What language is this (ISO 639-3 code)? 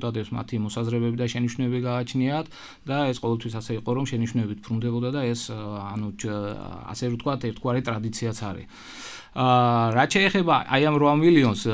kat